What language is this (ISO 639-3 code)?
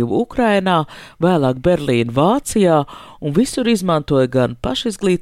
lav